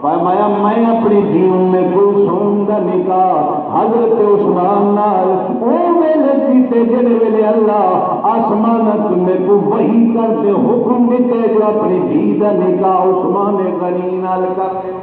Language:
Saraiki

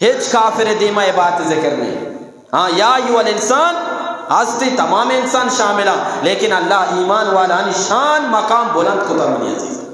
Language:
Eastern Balochi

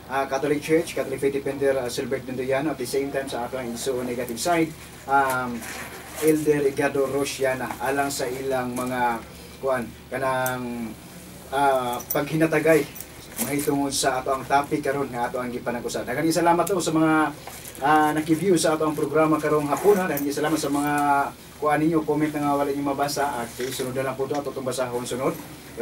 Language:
Cebuano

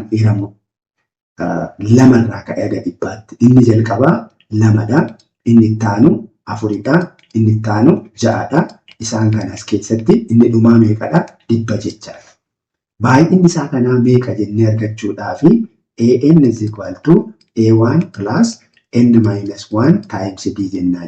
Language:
Oromo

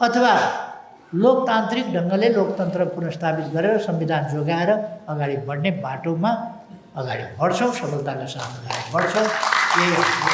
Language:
Nepali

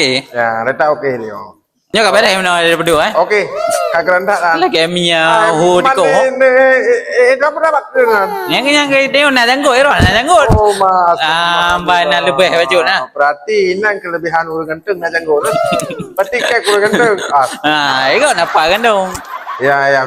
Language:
Achinese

